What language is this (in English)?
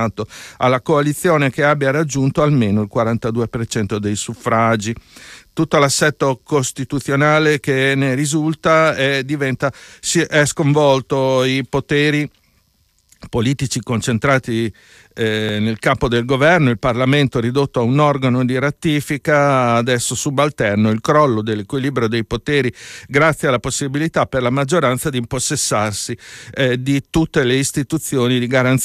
Italian